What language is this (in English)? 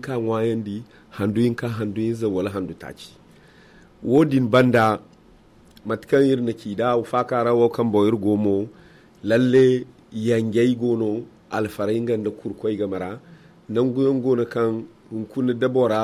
Zarma